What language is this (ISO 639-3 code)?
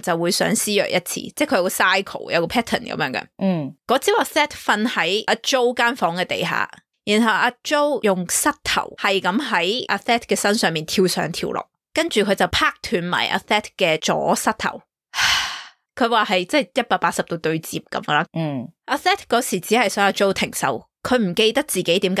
yue